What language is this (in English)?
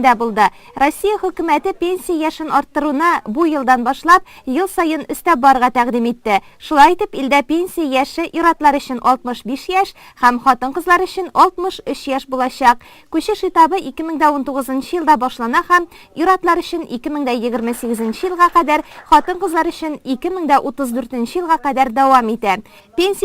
Tatar